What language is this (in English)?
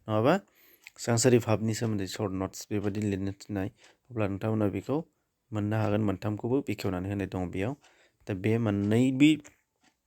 Bodo